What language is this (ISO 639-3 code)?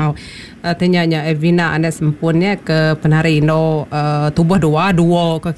msa